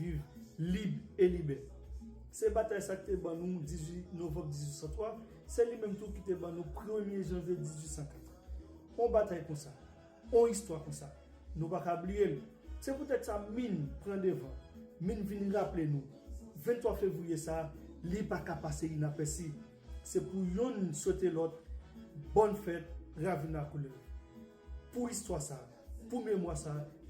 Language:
Haitian Creole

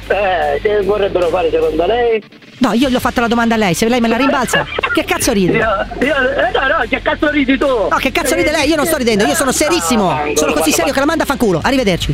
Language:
Italian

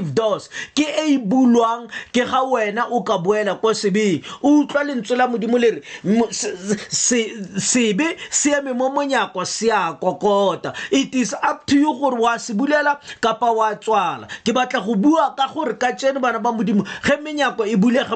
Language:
Tswana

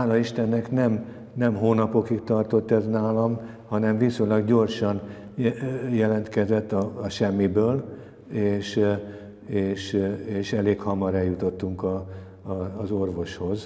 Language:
Hungarian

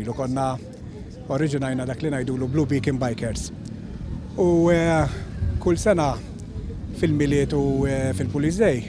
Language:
Maltese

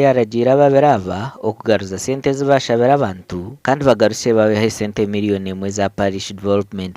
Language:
Nyankole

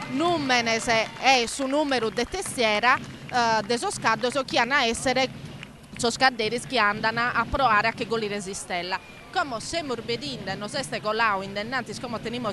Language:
Sardinian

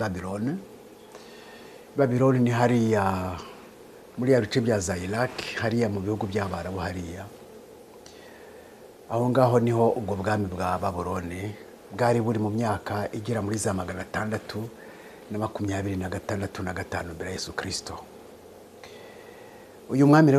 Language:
Kinyarwanda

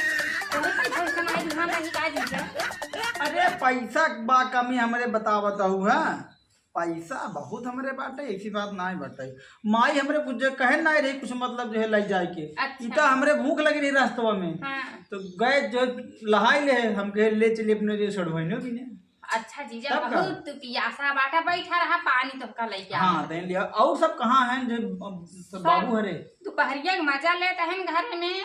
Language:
Awadhi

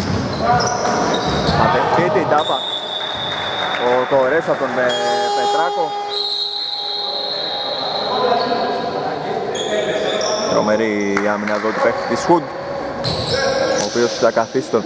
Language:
Greek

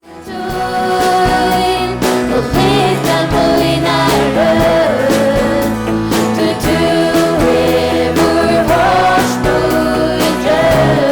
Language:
Faroese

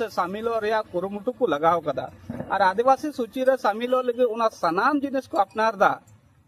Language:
Santali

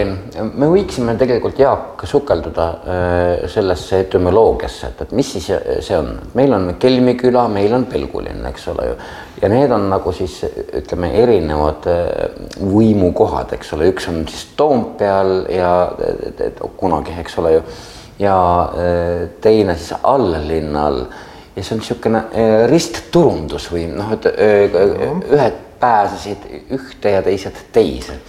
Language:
Estonian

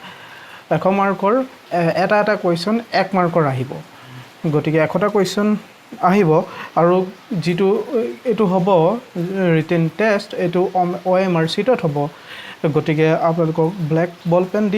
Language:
Assamese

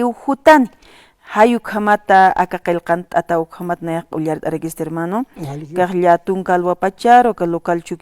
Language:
Aymara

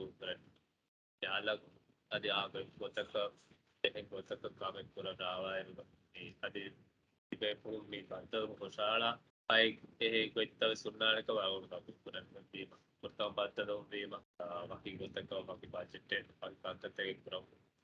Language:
Divehi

